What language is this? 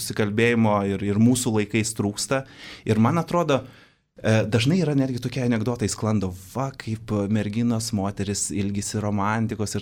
Lithuanian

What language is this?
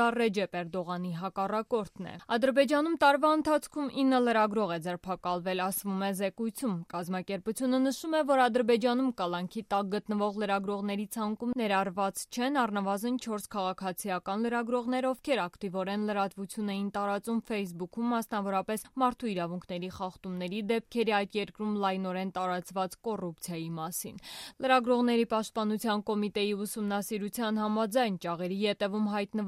Armenian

